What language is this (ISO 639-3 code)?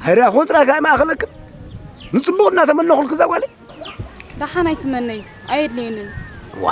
tir